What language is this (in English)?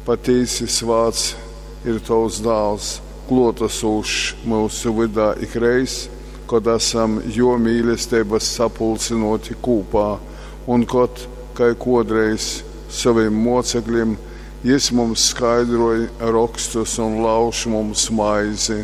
Latgalian